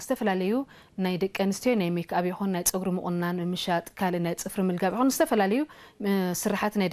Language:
Tigrinya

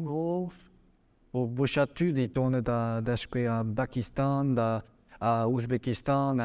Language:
Breton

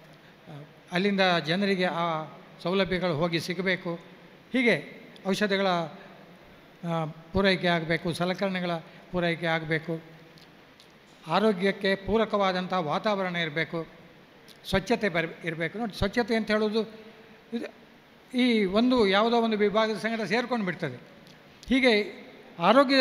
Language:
Kannada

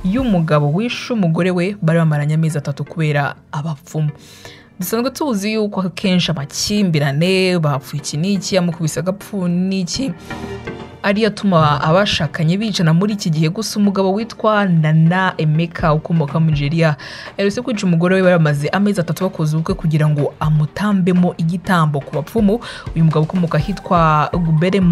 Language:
Kinyarwanda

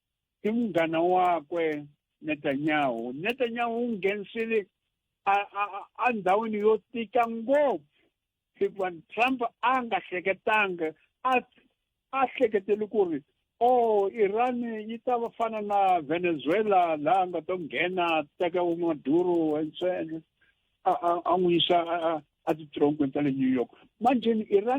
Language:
Tsonga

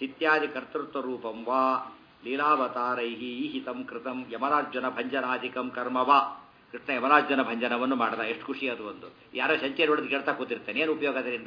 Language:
Kannada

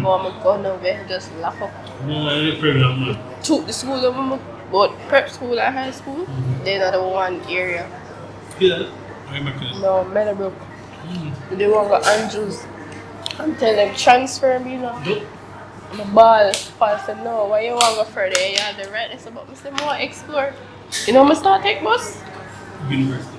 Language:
Jamaican Creole English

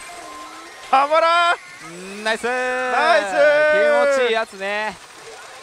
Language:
Japanese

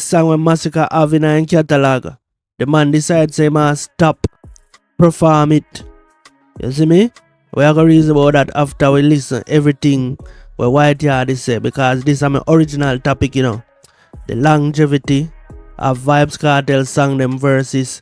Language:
Jamaican Creole English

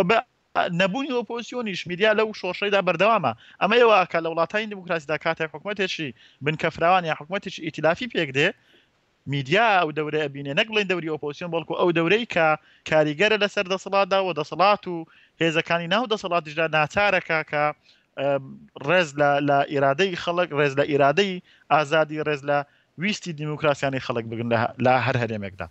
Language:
Central Kurdish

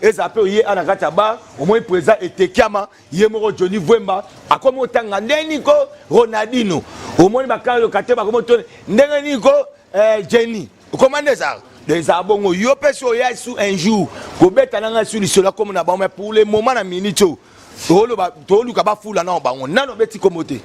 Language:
Lingala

